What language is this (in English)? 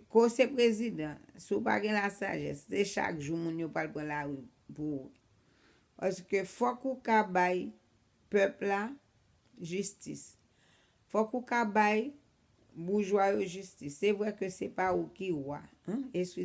Haitian Creole